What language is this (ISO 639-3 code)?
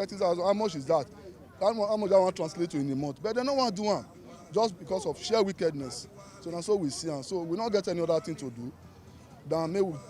pcm